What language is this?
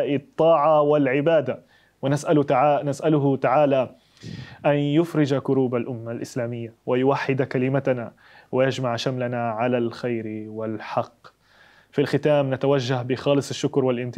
Arabic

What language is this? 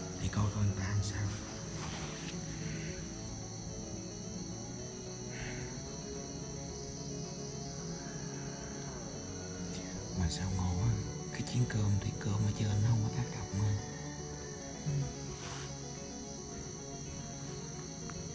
Vietnamese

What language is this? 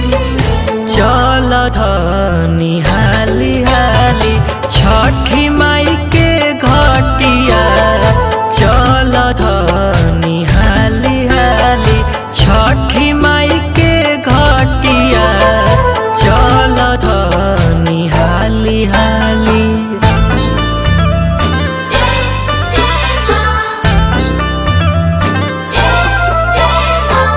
Bhojpuri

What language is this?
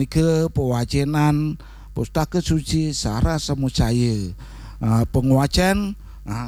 Balinese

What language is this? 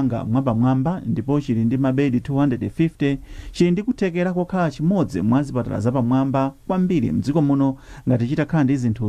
Nyanja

